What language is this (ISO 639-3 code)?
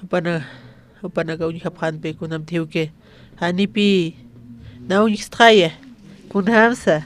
aym